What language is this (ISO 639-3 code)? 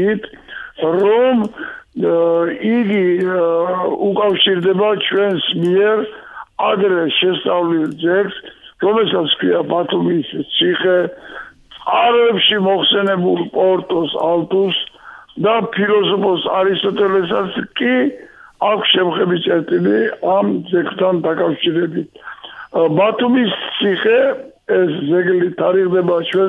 kat